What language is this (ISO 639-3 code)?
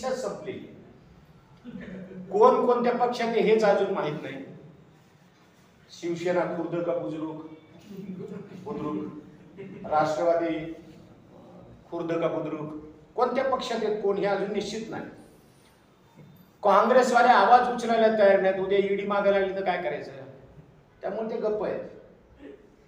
mar